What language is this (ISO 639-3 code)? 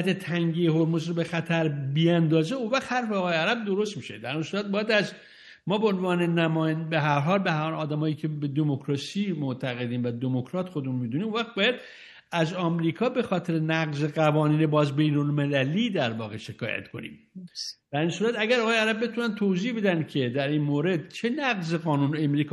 fas